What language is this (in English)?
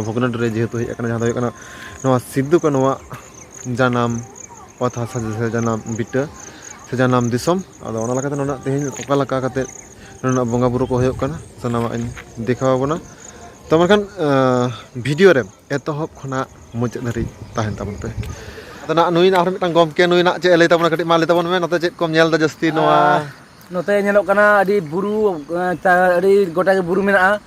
Santali